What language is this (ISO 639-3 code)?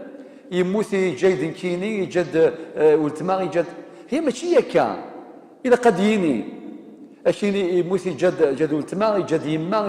kab